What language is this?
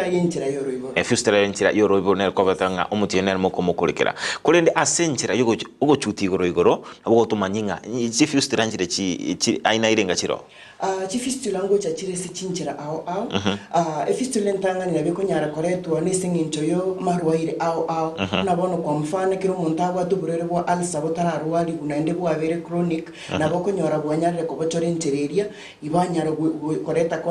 Gusii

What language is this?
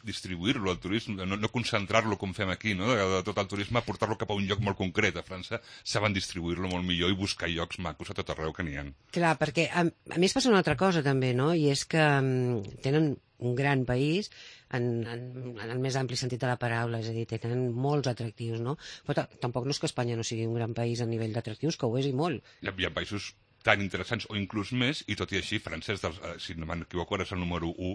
Catalan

